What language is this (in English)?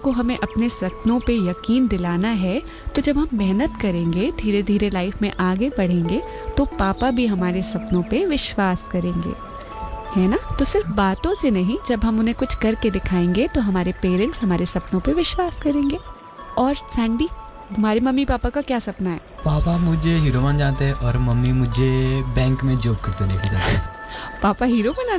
Hindi